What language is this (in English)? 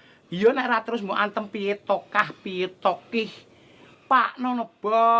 Javanese